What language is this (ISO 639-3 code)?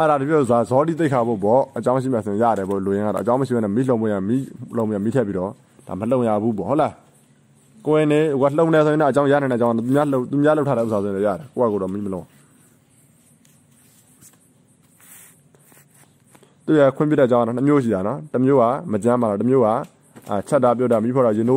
mya